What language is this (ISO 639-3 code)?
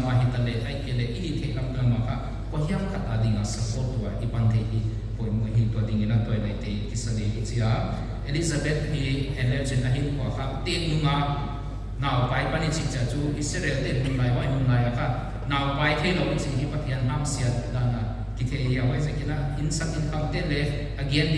pck